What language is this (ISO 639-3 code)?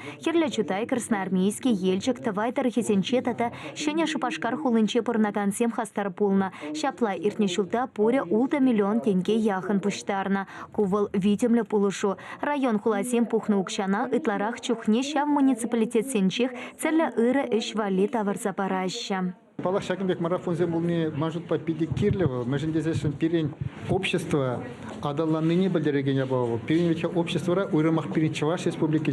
chv